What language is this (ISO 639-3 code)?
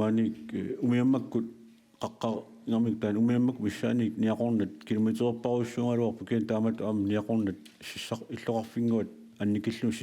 kal